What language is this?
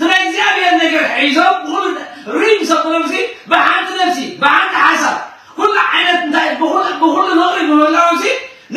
Tigrinya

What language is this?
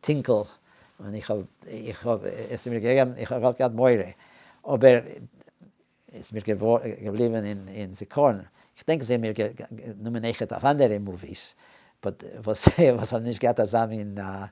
Yiddish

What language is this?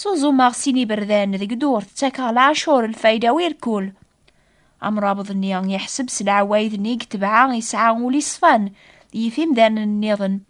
Kabyle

